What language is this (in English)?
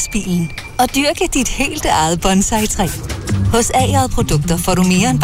Danish